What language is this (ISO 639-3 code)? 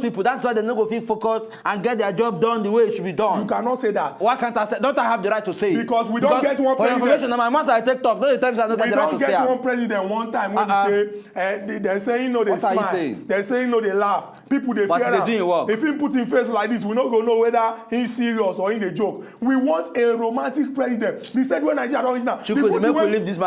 pcm